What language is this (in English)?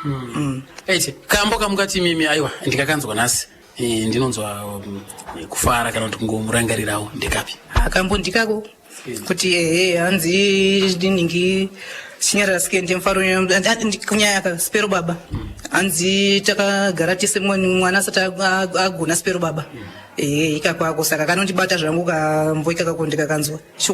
Shona